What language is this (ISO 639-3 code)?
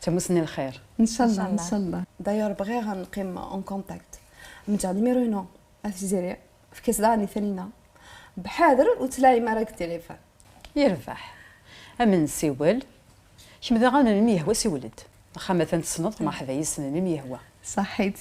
kab